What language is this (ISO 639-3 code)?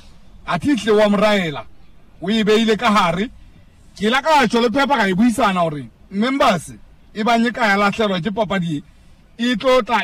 sot